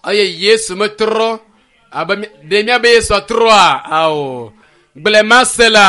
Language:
Ewe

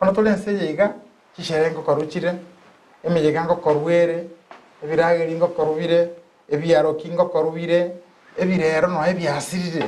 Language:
Gusii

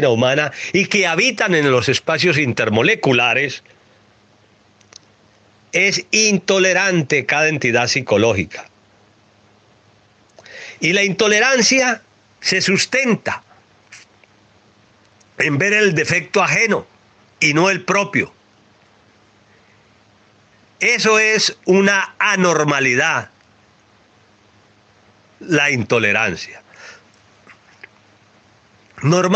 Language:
Spanish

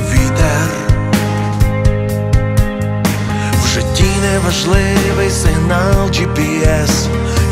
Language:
Ukrainian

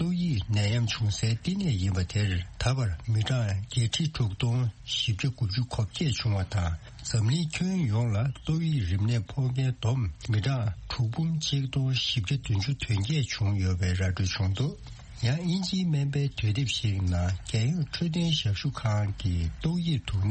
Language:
Tibetan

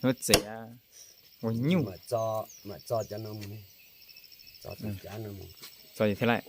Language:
Hmong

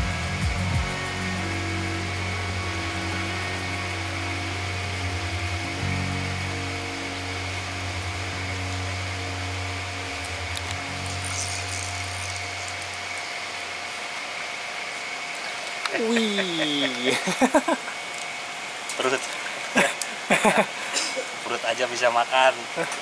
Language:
Indonesian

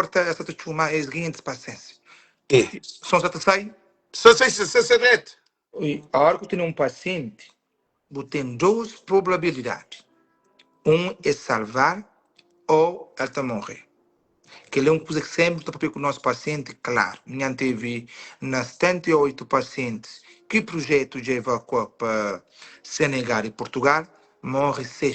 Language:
Kabuverdianu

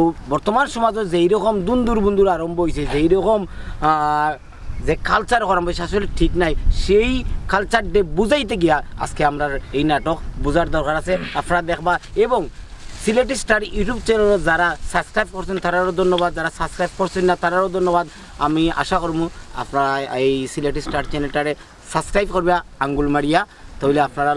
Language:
Sylheti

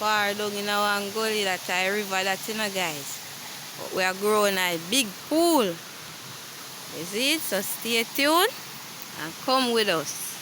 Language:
Jamaican Creole English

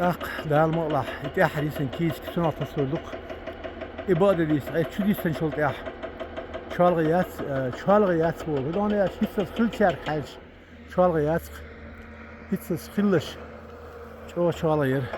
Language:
Chechen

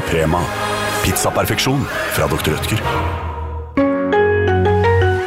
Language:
Norwegian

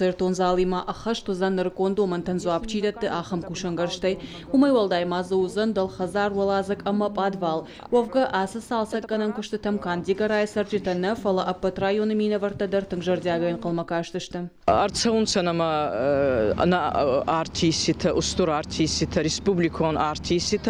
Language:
Ossetic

